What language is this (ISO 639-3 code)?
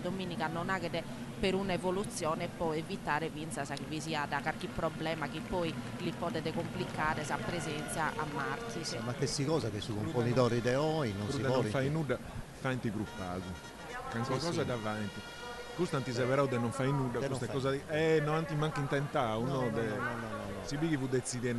srd